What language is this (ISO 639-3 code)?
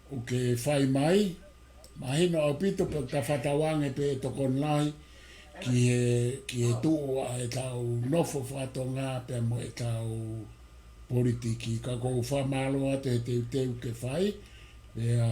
ton